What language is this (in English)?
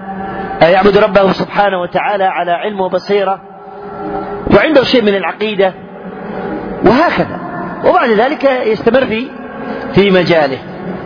Arabic